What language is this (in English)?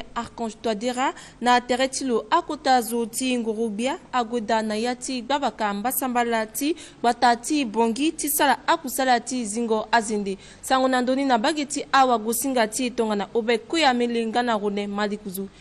Sango